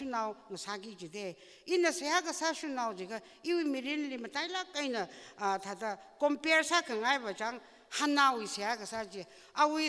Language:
Tangkhul Naga (India)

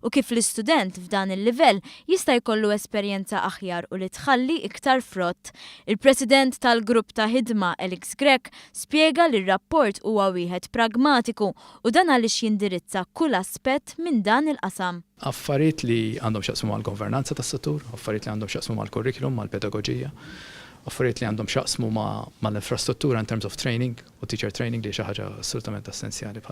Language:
Maltese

